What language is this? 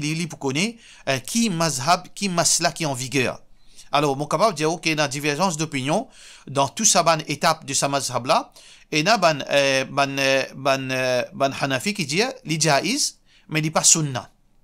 Morisyen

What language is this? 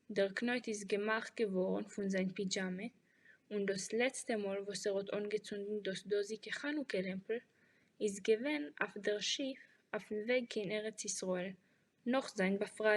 Yiddish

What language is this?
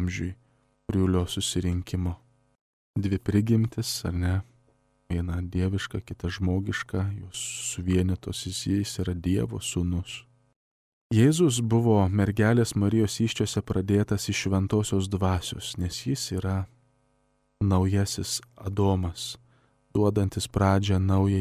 Lithuanian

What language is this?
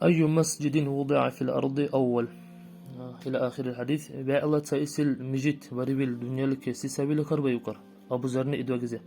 Dargwa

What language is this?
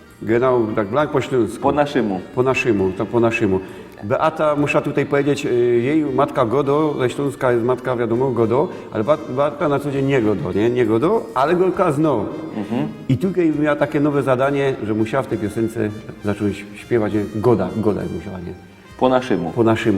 Silesian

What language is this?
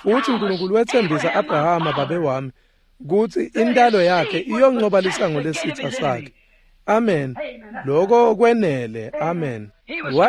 Swati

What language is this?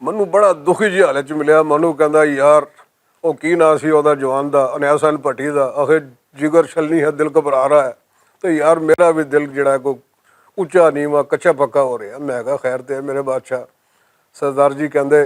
Western Panjabi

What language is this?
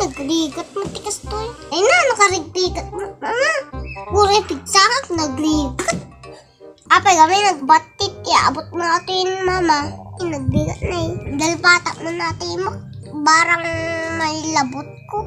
Iloko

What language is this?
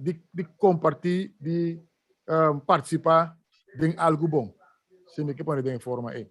Papiamento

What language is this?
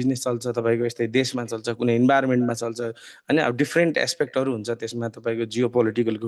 Nepali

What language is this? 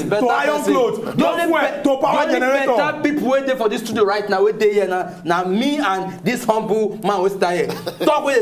Nigerian Pidgin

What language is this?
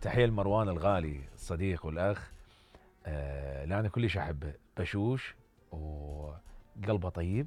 Mesopotamian Arabic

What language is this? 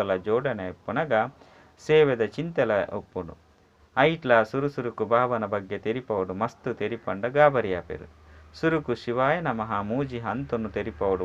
Tulu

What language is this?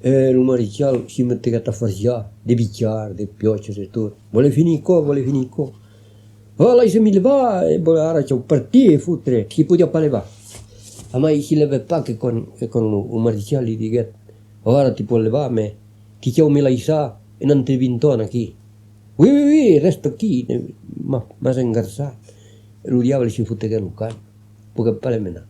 Occitan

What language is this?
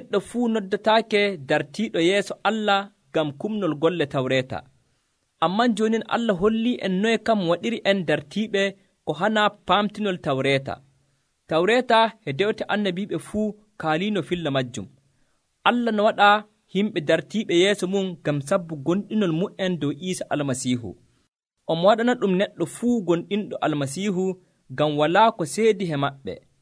Nigerian Fulfulde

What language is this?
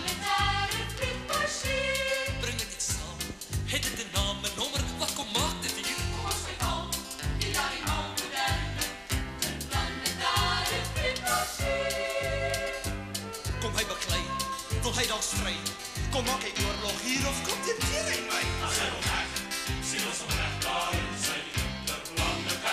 Afrikaans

